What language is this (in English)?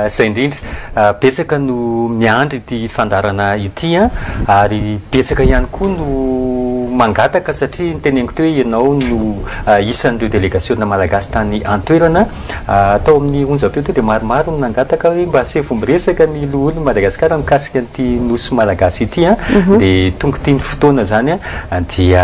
Malagasy